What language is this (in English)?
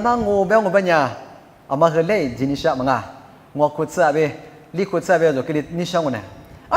Lisu